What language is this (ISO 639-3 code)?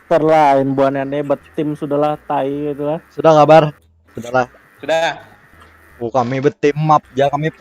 bjn